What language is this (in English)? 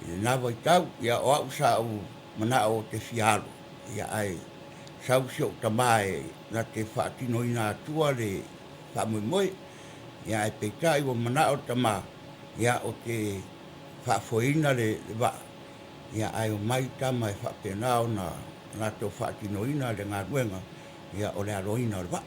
Samoan